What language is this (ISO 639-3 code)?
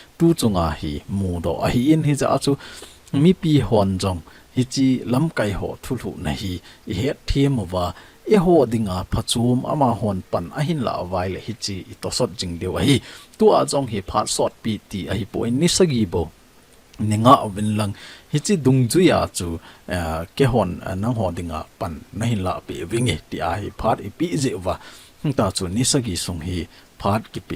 tcz